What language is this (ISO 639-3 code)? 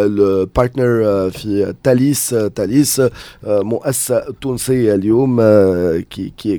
aeb